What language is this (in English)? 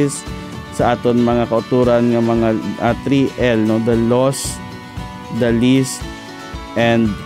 Hiligaynon